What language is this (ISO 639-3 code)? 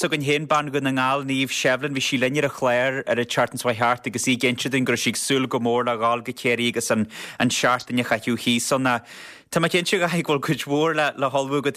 gle